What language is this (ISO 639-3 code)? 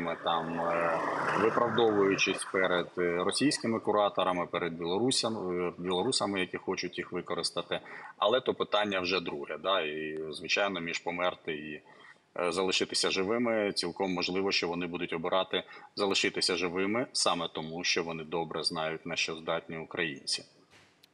ukr